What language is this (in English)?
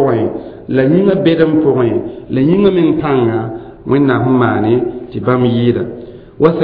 Mossi